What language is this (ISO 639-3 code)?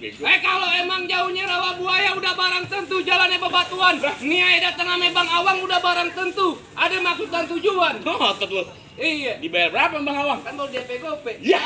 bew